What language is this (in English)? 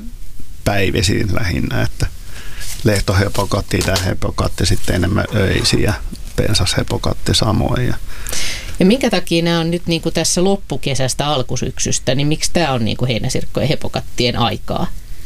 Finnish